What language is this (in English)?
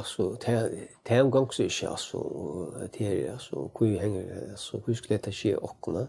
Faroese